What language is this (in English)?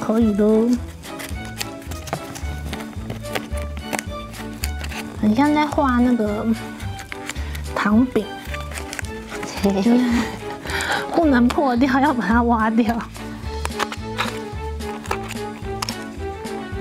Chinese